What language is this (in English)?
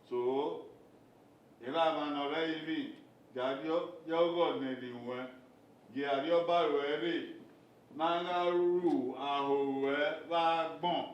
Bini